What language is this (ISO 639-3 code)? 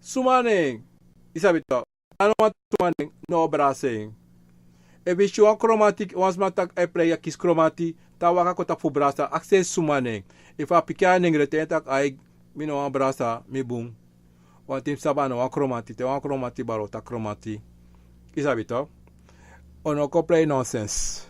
srn